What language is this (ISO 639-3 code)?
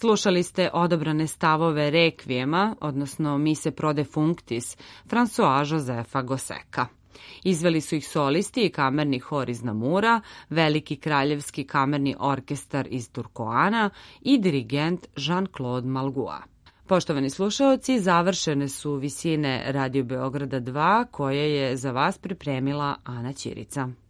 srp